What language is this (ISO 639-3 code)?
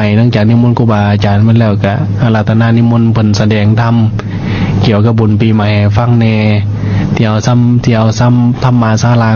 lao